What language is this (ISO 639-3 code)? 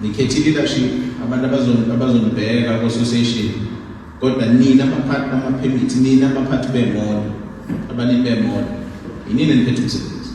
zul